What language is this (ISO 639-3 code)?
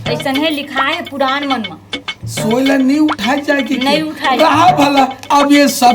hne